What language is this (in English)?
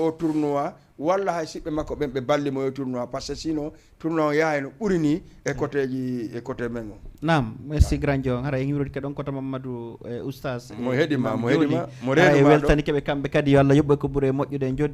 Fula